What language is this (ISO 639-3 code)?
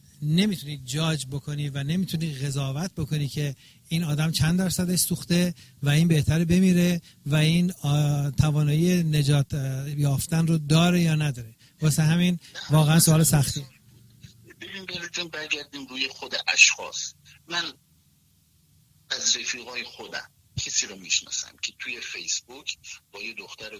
fas